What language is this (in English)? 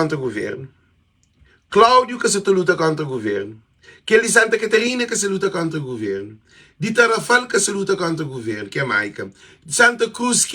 Kabuverdianu